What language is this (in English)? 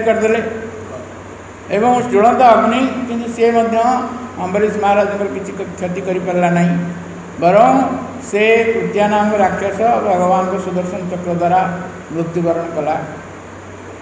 Odia